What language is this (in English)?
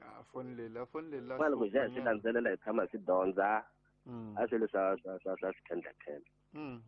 Tsonga